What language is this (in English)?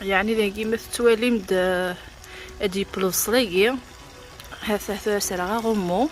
Kabyle